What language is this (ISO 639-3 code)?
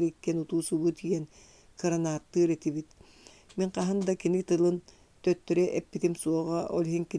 sah